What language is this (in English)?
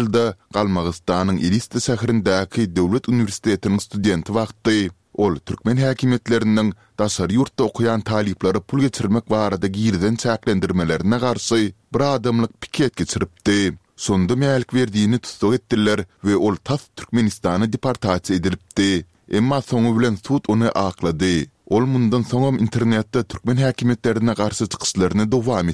Turkmen